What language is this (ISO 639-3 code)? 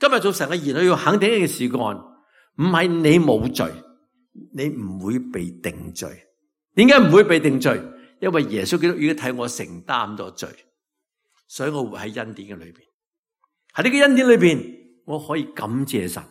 yue